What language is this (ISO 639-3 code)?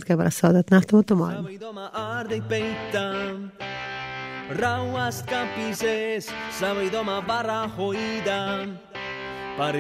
est